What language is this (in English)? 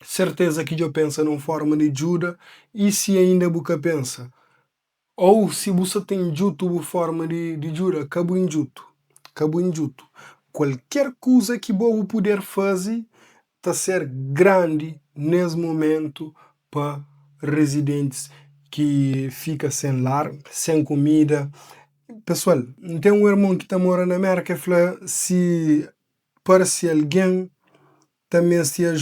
Kabuverdianu